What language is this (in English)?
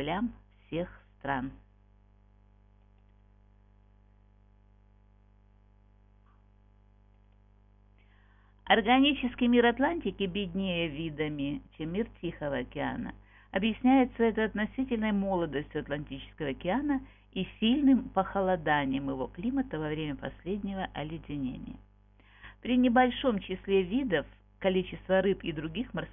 Russian